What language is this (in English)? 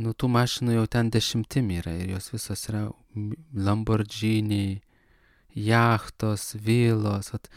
Lithuanian